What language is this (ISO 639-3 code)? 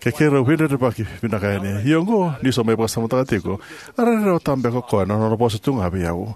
fij